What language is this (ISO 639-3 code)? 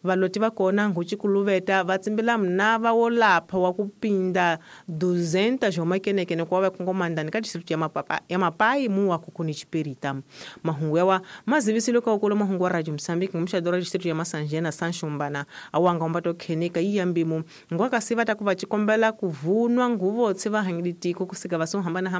tso